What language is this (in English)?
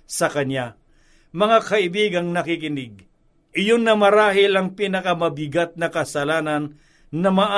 Filipino